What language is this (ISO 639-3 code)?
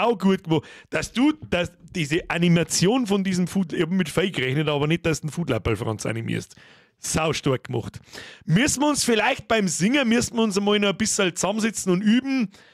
bar